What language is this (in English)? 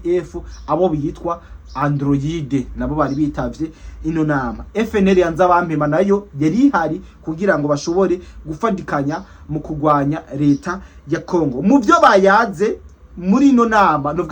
Rundi